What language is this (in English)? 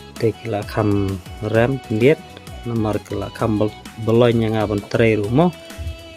Khasi